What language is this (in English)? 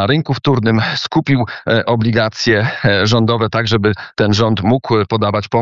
Polish